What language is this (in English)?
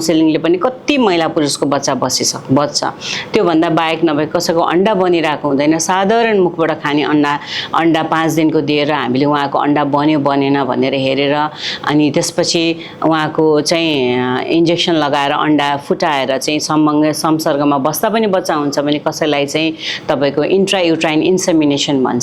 Nepali